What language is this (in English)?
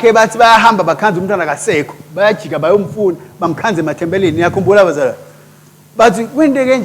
Swati